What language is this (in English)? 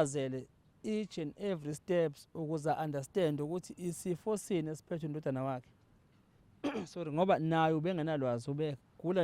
Zulu